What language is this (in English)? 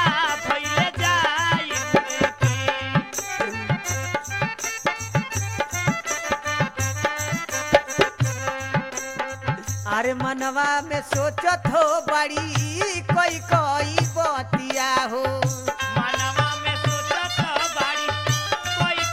Bhojpuri